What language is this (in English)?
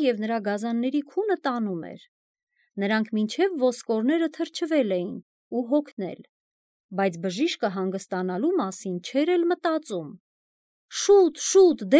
Armenian